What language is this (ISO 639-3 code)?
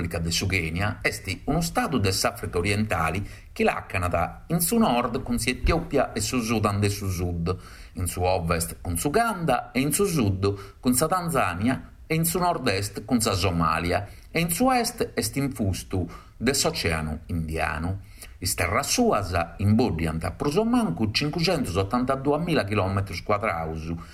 srd